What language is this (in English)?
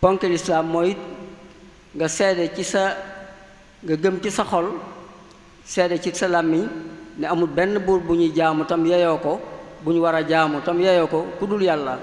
Wolof